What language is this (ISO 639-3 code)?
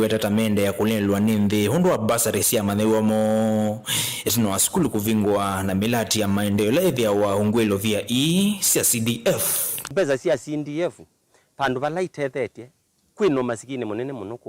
kam